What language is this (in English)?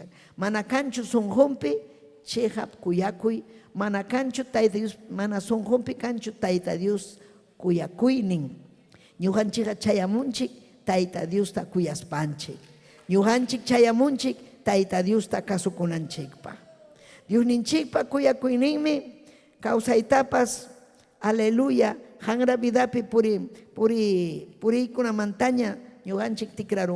Ayacucho Quechua